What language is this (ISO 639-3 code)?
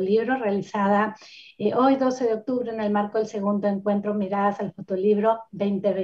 spa